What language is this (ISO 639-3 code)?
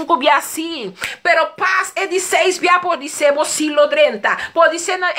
pap